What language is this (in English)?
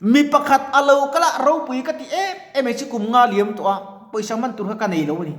Mizo